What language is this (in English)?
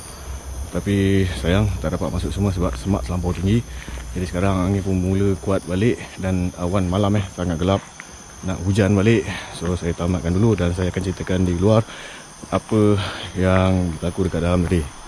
Malay